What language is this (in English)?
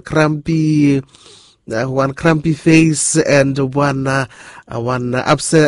Bislama